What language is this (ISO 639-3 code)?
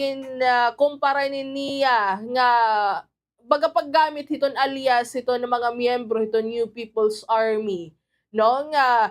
war